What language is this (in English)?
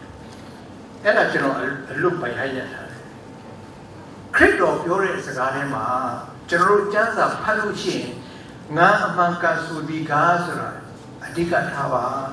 Burmese